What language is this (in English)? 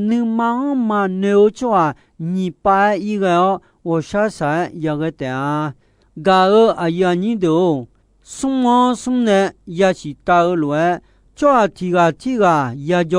Akha